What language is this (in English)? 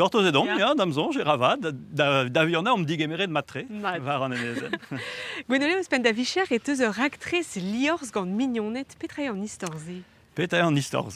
Breton